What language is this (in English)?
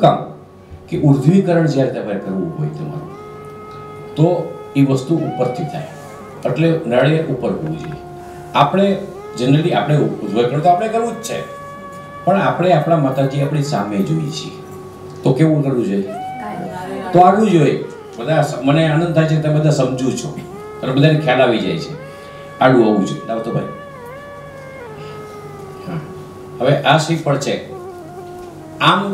Gujarati